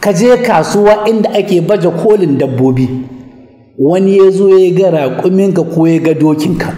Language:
Hausa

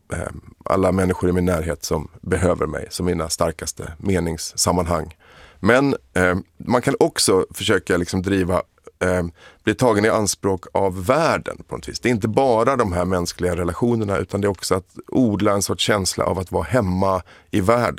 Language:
Swedish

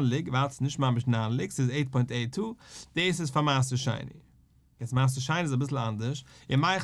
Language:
Yiddish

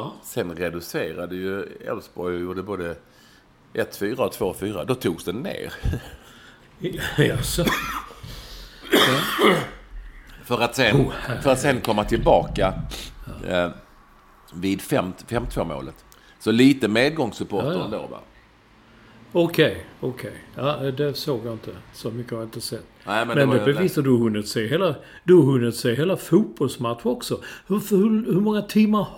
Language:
Swedish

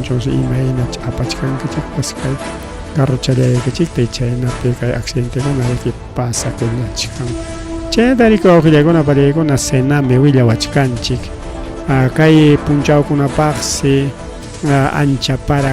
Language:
Ayacucho Quechua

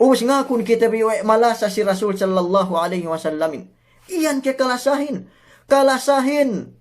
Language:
Yakan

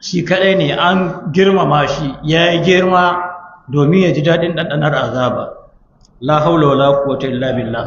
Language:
Hausa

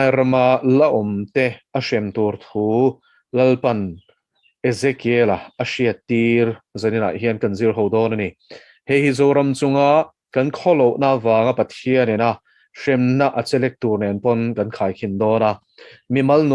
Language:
Mizo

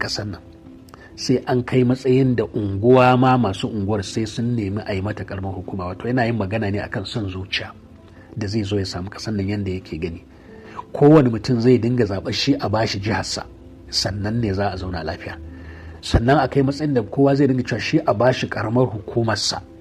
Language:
Hausa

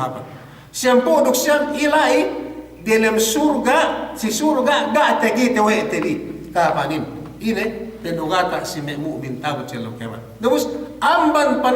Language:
Yakan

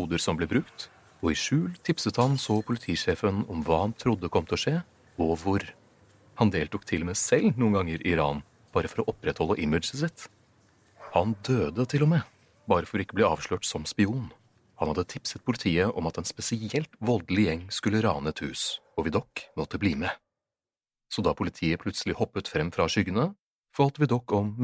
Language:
Norwegian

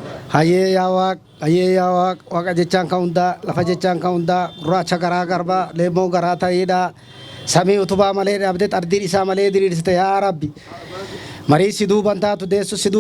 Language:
Oromo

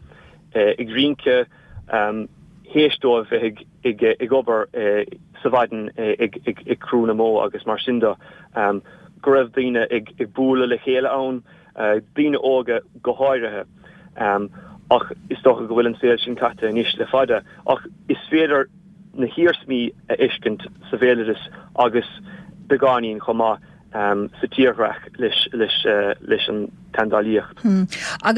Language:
Irish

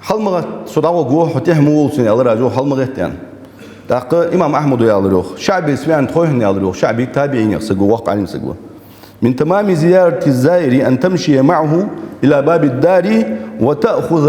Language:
Ingush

